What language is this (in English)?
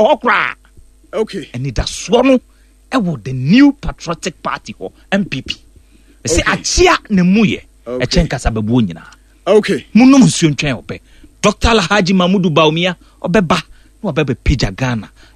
Akan